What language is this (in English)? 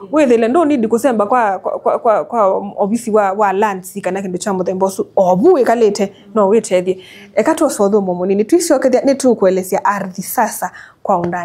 Kamba